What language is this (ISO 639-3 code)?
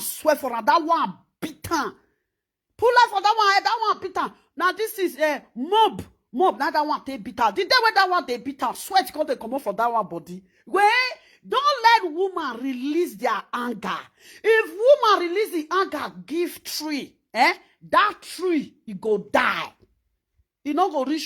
pcm